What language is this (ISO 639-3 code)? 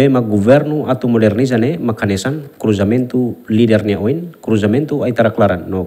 tet